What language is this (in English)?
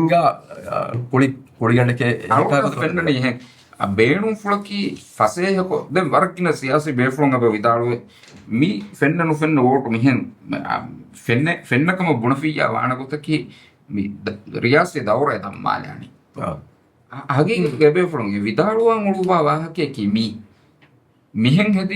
Divehi